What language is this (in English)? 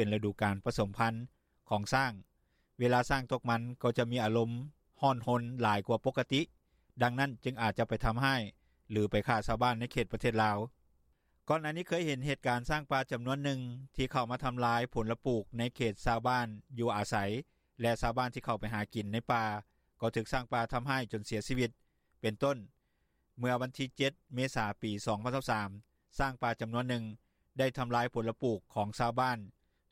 Lao